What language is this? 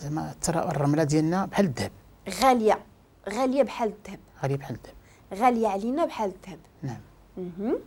Moroccan Arabic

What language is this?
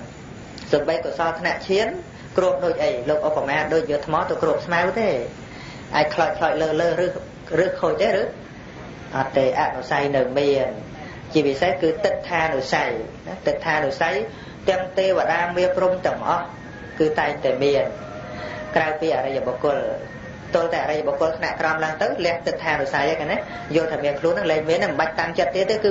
Khmer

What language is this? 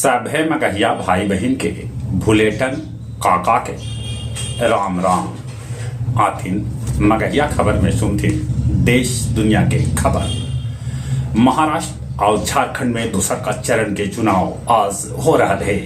Magahi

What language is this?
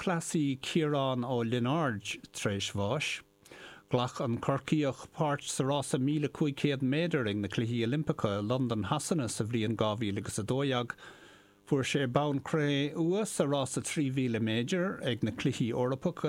Irish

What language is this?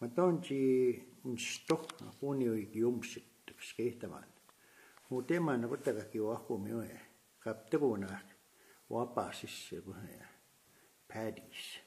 Plains Cree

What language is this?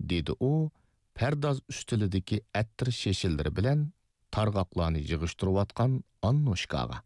Uyghur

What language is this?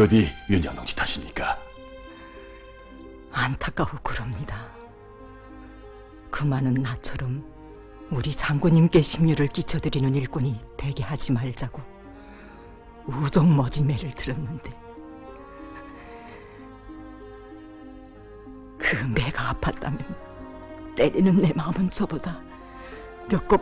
Korean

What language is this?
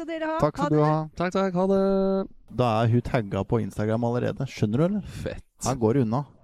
Norwegian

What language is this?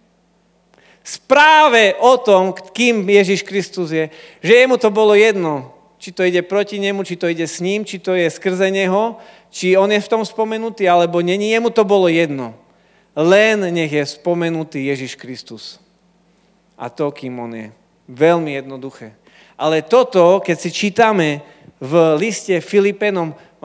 Slovak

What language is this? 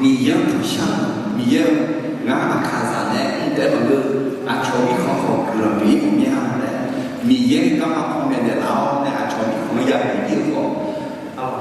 Akha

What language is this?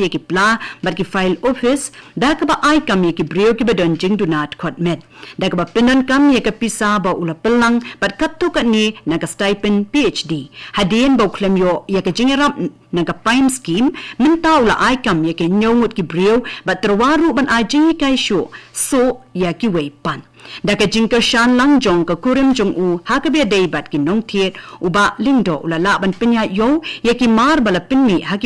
Khasi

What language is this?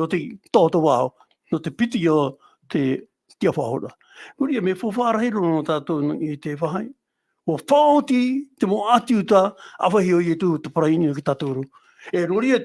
Tahitian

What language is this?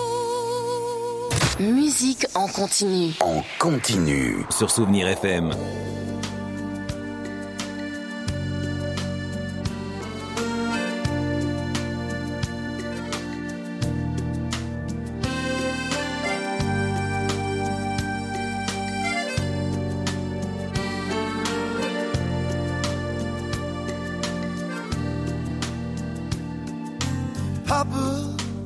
French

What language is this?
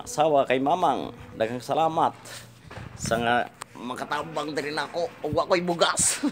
Cebuano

